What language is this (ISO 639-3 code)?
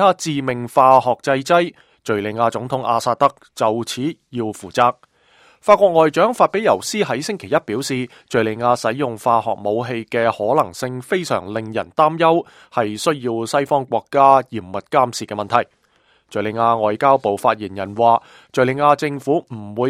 yue